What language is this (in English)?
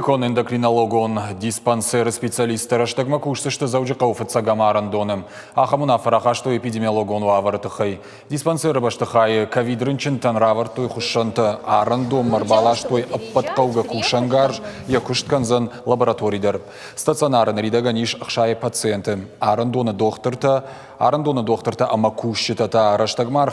Ossetic